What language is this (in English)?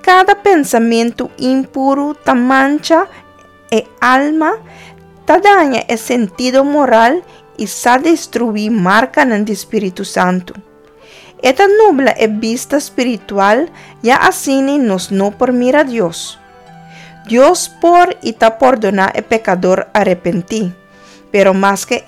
Papiamento